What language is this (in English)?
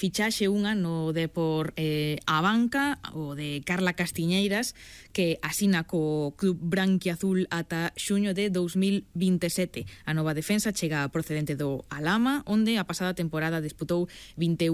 Galician